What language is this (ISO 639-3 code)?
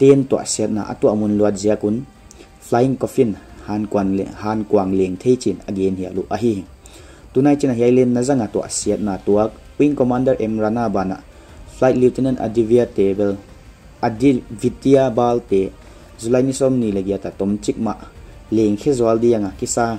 pck